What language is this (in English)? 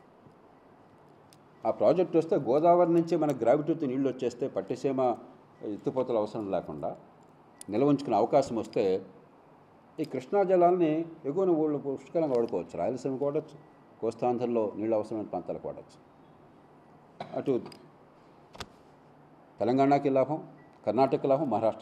Telugu